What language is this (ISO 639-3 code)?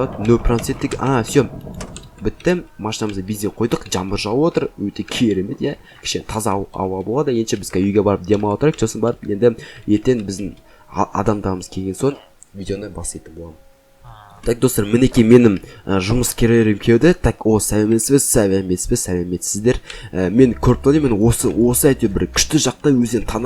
kaz